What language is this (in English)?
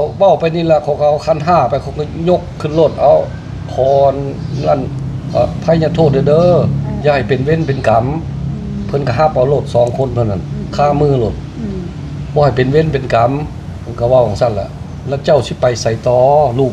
Northeastern Thai